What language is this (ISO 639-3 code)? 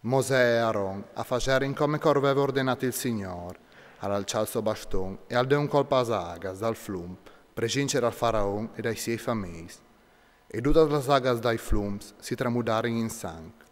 fur